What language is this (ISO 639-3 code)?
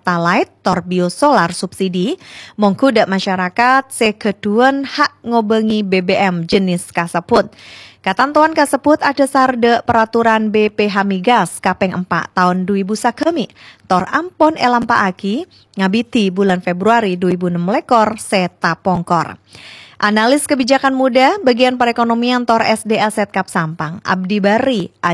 mad